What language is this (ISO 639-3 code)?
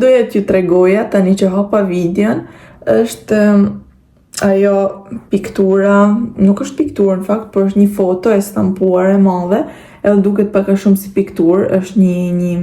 sqi